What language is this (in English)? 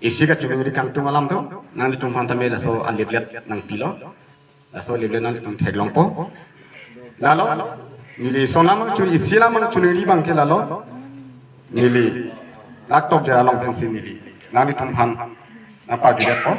Karbi